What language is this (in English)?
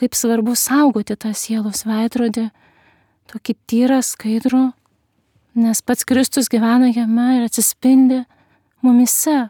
Lithuanian